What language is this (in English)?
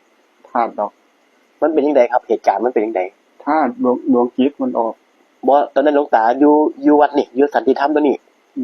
Northeastern Thai